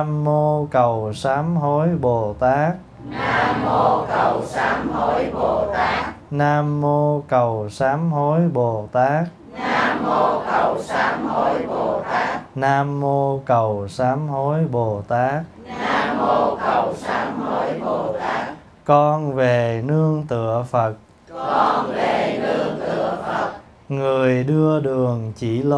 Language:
Vietnamese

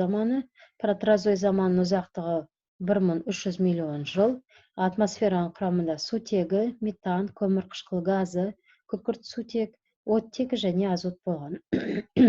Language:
Kazakh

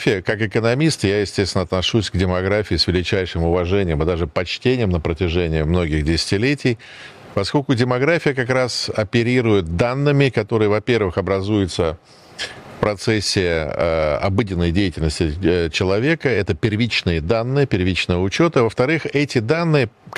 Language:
Russian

